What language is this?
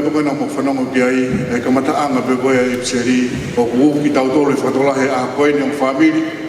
Tongan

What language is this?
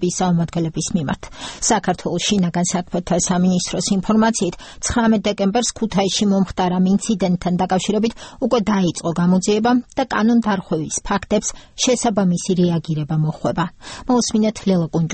Georgian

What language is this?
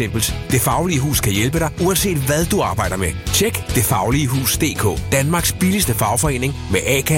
Danish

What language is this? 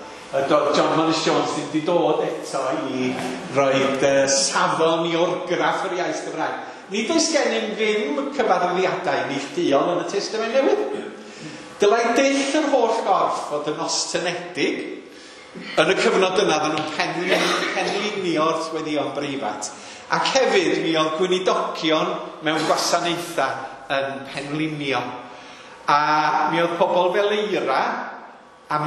Welsh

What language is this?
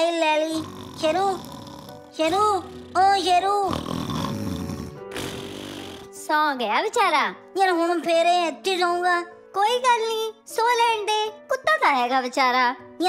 Punjabi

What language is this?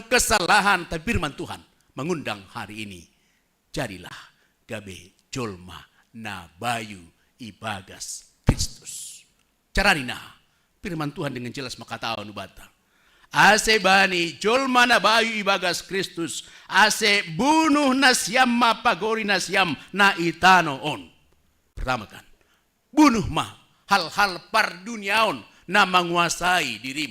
Batak Simalungun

